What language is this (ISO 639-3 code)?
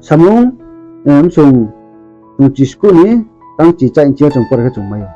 ria